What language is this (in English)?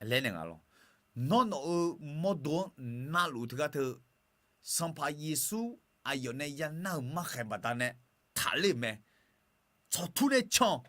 Akha